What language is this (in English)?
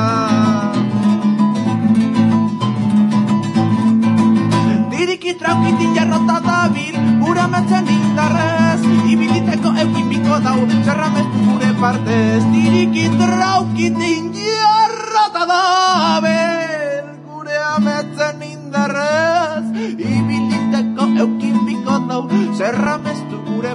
Basque